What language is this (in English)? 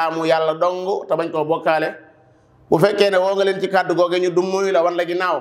Wolof